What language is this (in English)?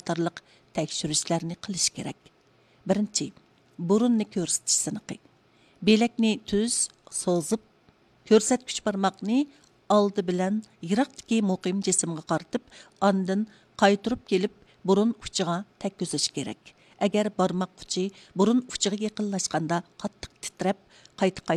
Uyghur